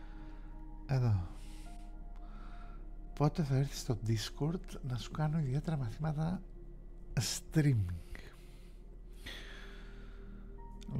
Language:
Greek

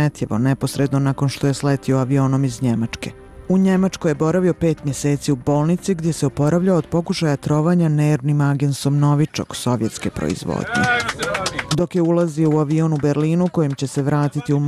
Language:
Bosnian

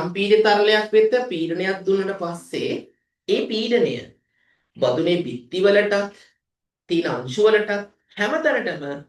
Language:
Sinhala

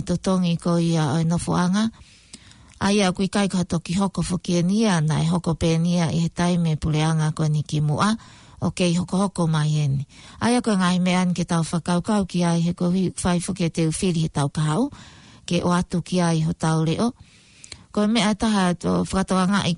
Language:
Tongan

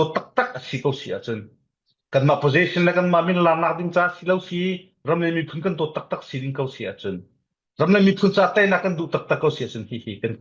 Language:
Falam Chin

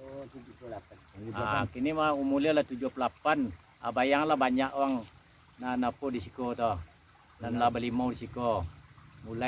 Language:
Minangkabau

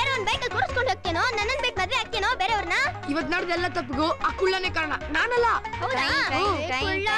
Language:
Kannada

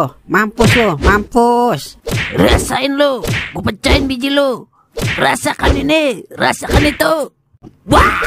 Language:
Betawi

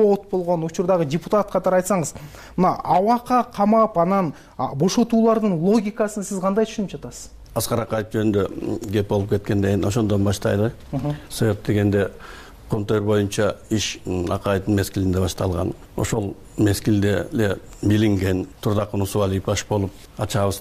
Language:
Kyrgyz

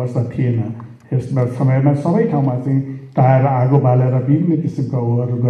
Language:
Nepali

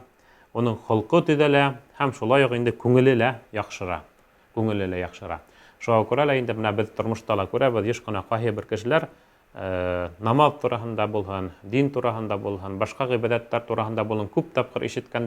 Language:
Bashkir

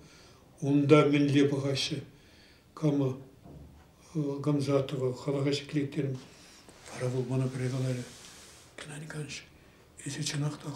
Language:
Chuvash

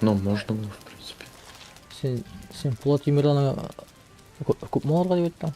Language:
Tatar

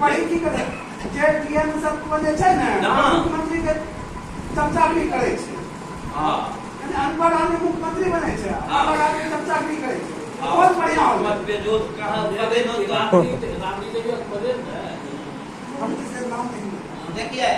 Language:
Angika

